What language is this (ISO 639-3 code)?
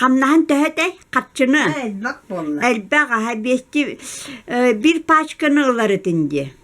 sah